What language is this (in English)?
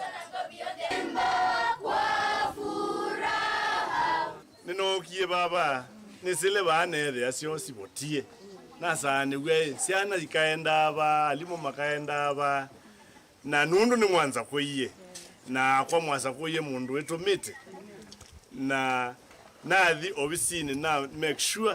Kamba